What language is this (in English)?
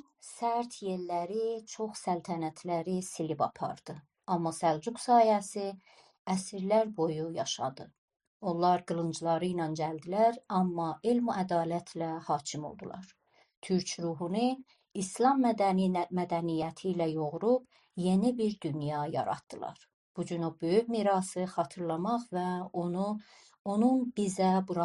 South Azerbaijani